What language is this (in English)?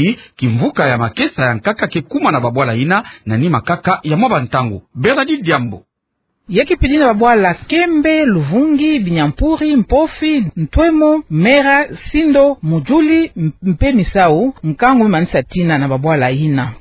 Kituba (Democratic Republic of Congo)